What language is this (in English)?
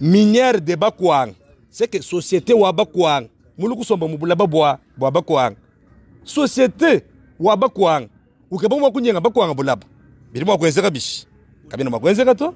Luba-Lulua